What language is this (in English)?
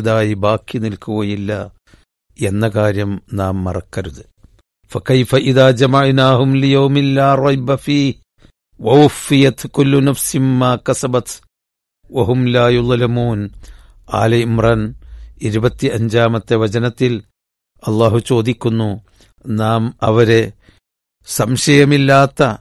Malayalam